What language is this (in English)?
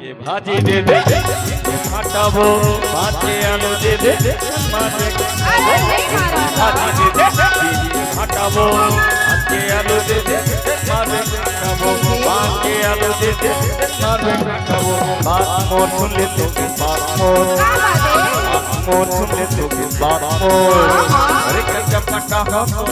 Chhattisgarhi